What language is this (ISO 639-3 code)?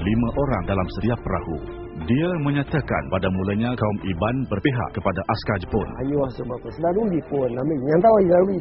msa